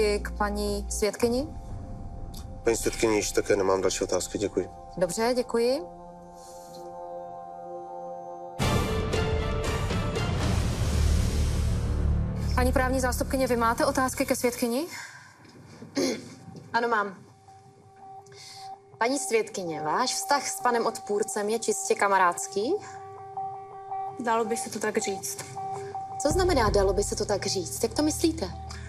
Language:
Czech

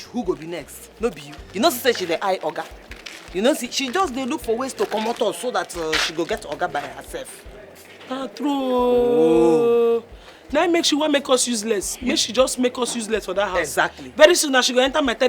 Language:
Nigerian Pidgin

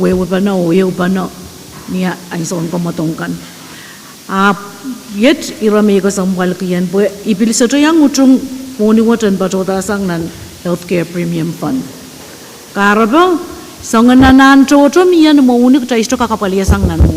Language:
Pohnpeian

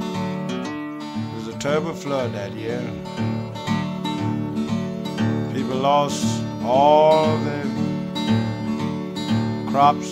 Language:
English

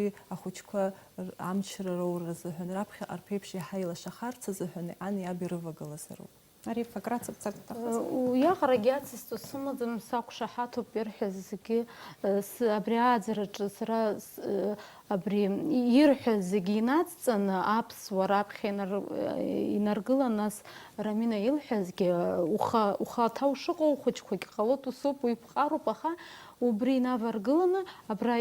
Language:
Abkhazian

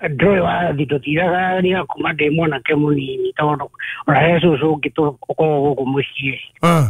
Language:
Kikuyu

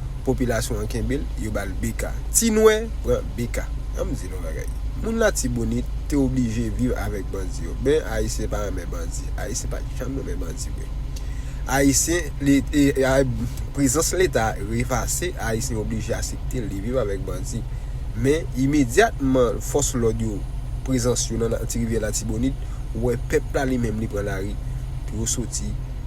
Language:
Haitian Creole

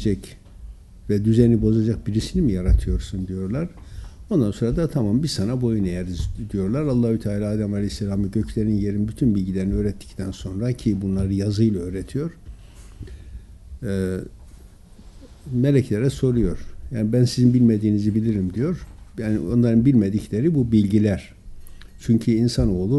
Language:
Turkish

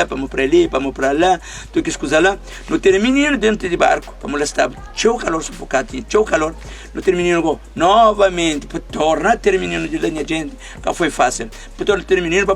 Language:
Kabuverdianu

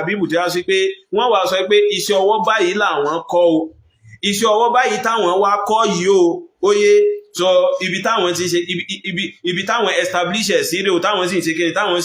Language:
Yoruba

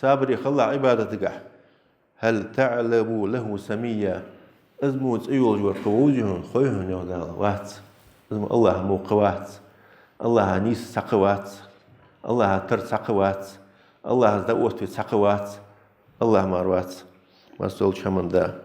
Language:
Ingush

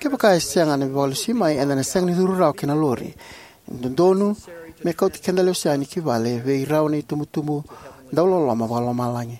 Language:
Fijian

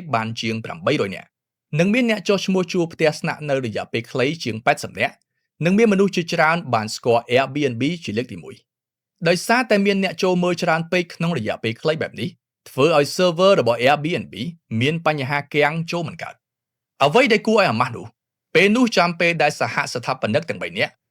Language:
Khmer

